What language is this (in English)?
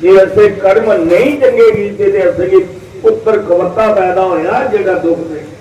Dogri